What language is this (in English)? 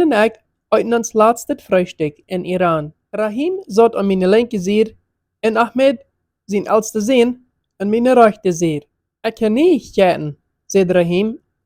Plautdietsch